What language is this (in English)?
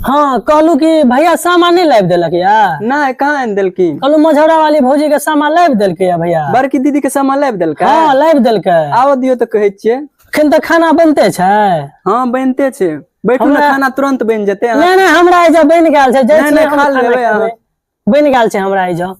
Maithili